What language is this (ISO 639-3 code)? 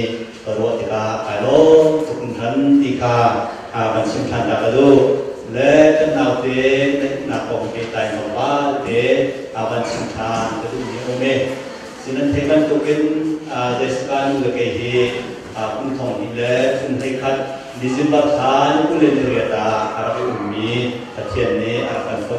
cnh